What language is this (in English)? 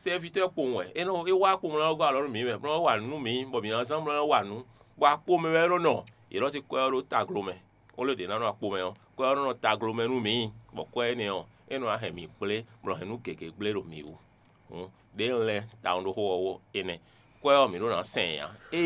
Fon